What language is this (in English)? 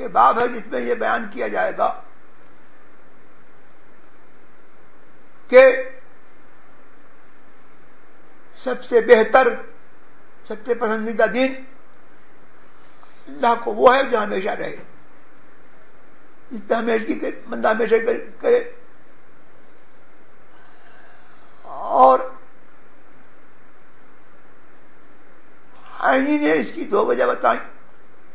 Urdu